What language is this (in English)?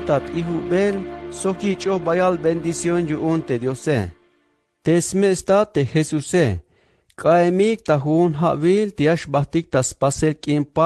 Tzeltal